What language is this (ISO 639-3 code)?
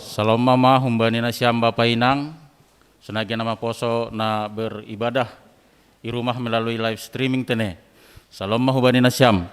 bts